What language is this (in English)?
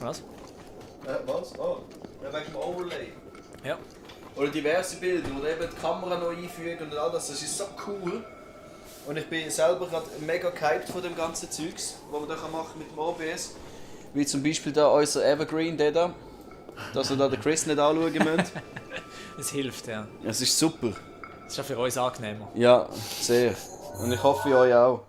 Swiss German